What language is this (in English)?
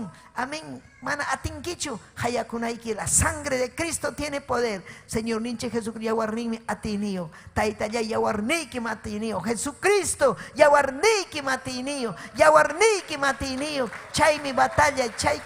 Ayacucho Quechua